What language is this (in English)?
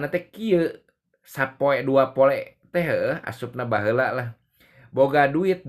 Sundanese